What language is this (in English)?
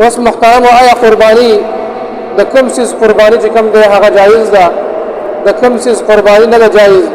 Pashto